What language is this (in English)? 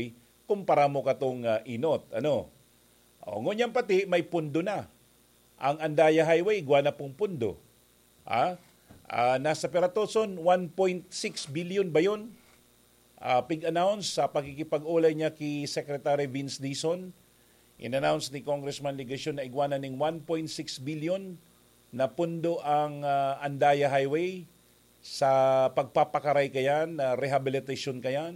Bikol